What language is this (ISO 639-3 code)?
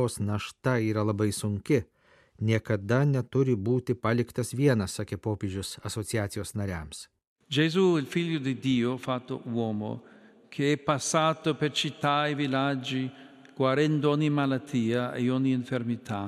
lit